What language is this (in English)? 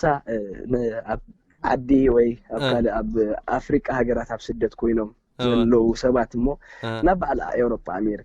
Tigrinya